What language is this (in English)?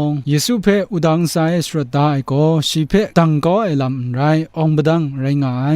Kachin